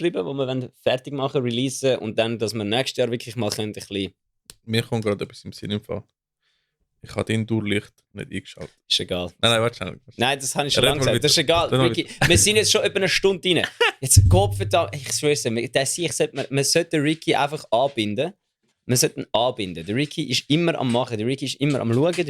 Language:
Swiss German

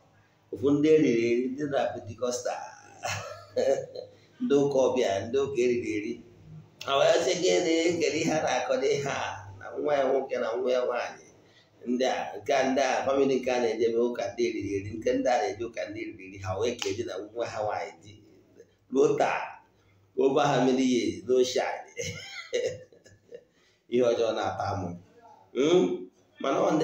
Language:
Igbo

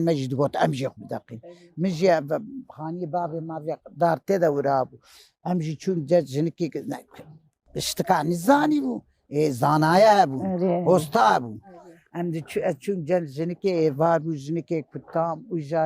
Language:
Kurdish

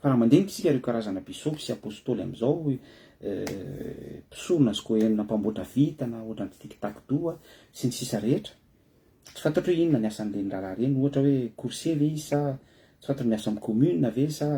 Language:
Malagasy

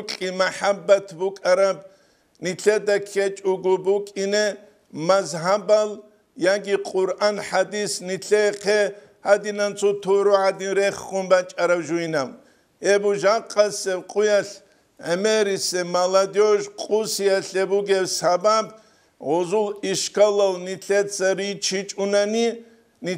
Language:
Avaric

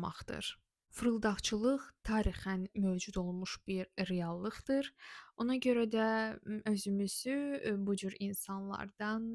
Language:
Azerbaijani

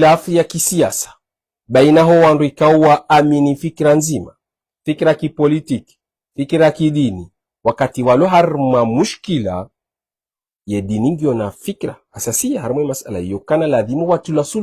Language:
Ngazidja Comorian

